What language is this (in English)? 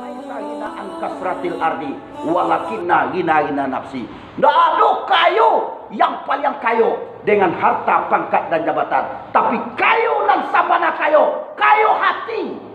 Minangkabau